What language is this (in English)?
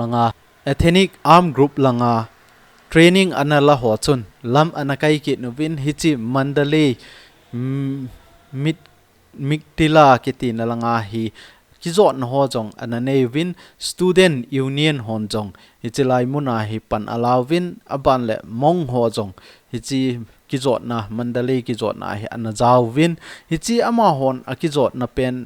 Thado Chin